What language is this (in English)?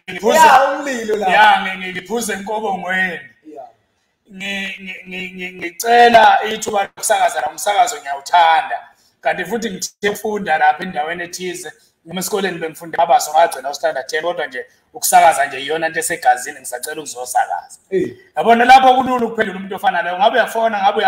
Zulu